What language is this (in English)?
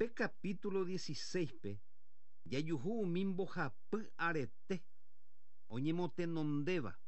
Guarani